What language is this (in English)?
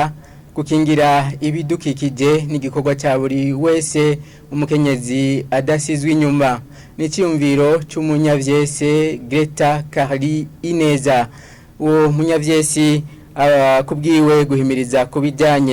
Rundi